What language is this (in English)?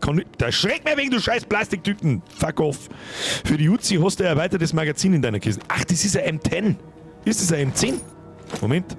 Bavarian